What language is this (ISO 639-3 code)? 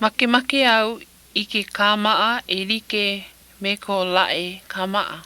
haw